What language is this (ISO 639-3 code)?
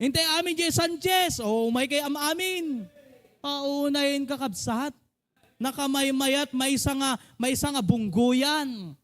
ilo